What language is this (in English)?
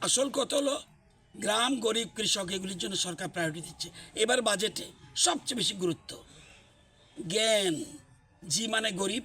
Kok Borok